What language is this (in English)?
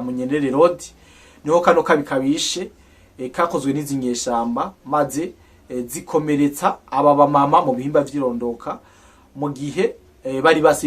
Rundi